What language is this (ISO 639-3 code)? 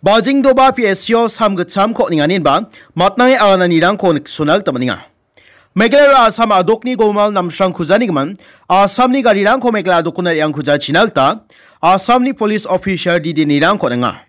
grt